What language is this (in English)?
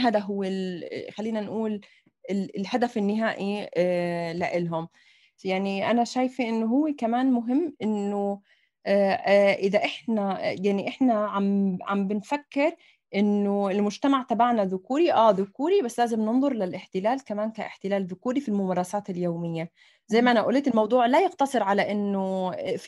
North Levantine Arabic